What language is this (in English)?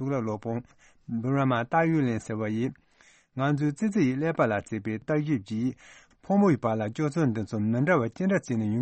Tibetan